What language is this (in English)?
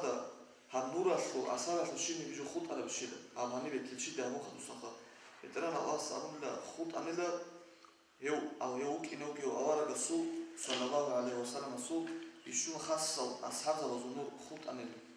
Avaric